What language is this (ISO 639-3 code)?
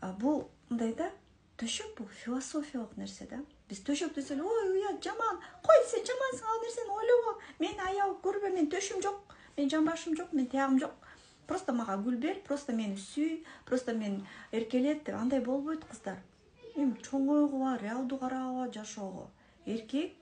kir